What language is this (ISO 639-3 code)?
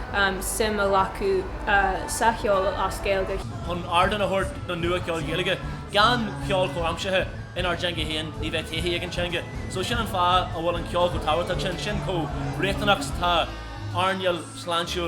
gle